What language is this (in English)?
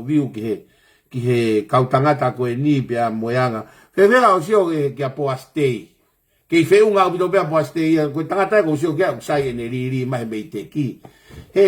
Tongan